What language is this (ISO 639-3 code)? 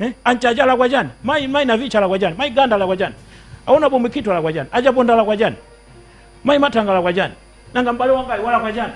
nya